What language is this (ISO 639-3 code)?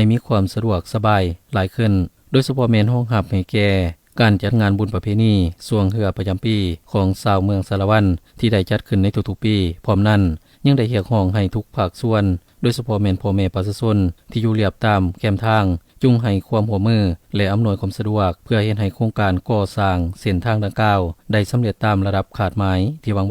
lao